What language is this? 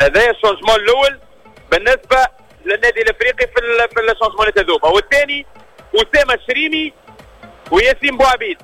Tunisian Arabic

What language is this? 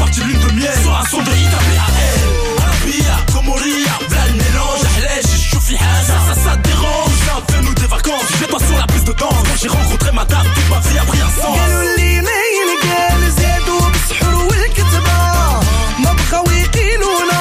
French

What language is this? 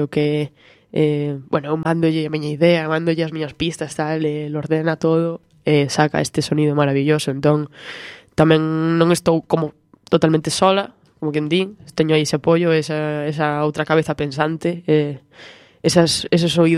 Galician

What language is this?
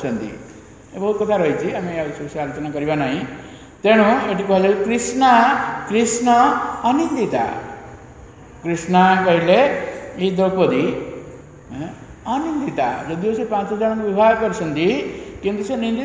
Odia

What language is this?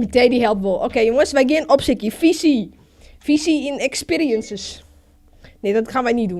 Western Frisian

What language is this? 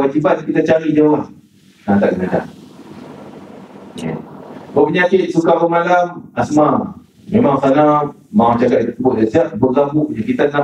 Malay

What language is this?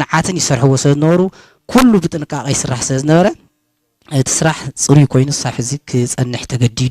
Tigrinya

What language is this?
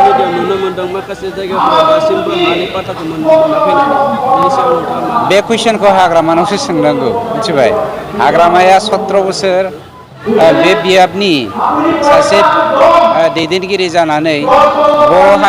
Bodo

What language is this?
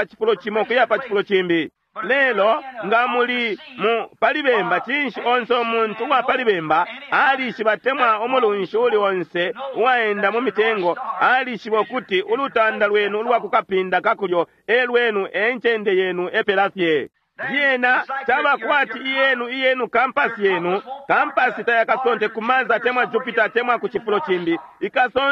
Bemba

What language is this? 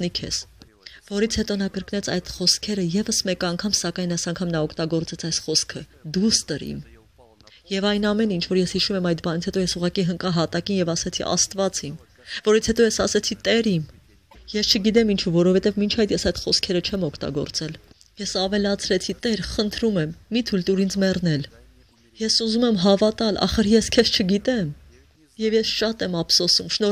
Armenian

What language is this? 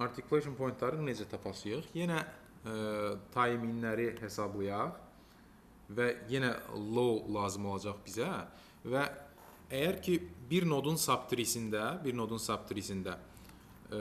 Azerbaijani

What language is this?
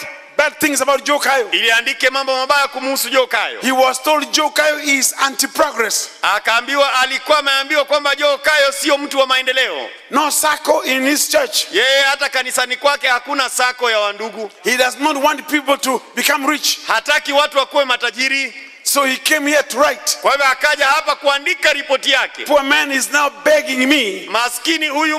Swahili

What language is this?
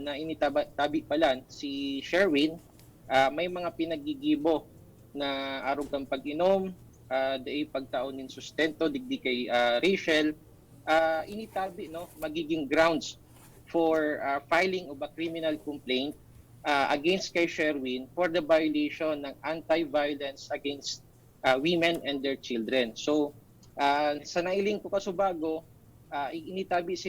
Bikol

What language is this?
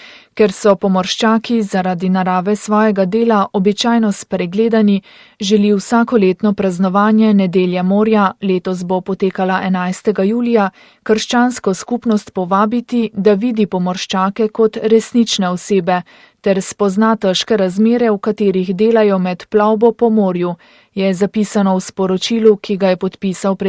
Slovenian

